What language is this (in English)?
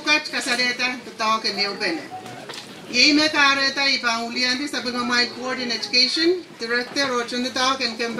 Pohnpeian